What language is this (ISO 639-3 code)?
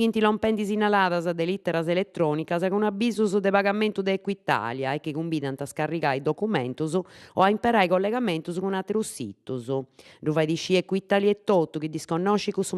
srd